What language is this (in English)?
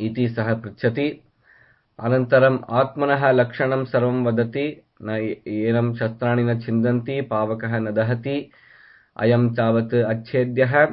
Sanskrit